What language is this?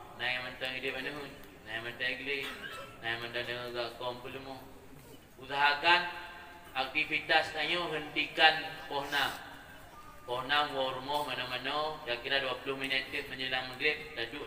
Achinese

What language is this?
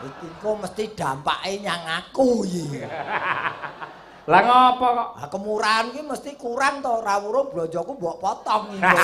Javanese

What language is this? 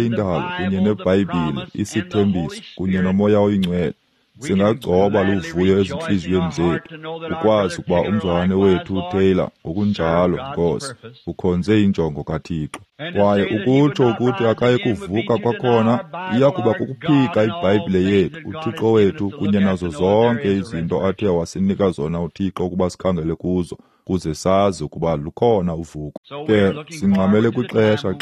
Xhosa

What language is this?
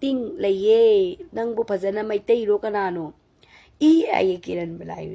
Manipuri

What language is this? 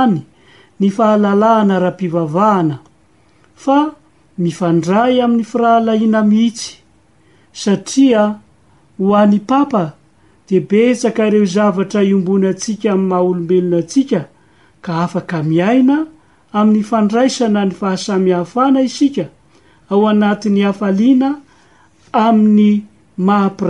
Malagasy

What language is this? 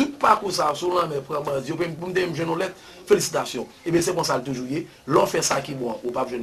Haitian Creole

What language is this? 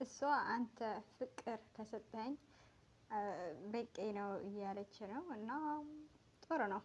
Amharic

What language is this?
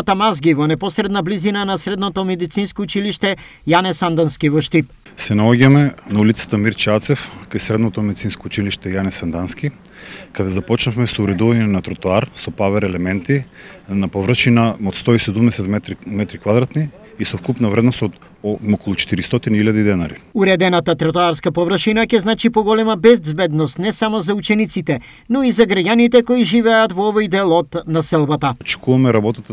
Macedonian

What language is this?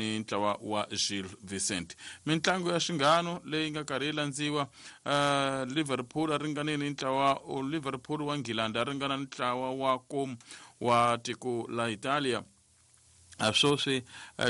Tsonga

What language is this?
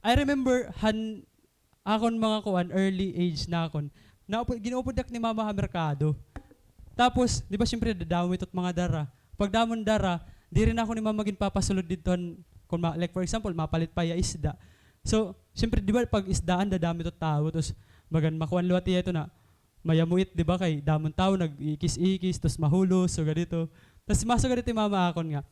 Waray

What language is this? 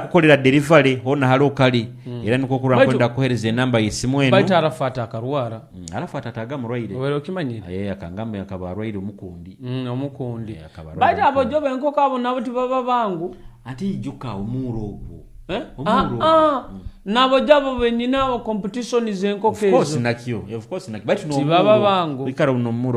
Nyoro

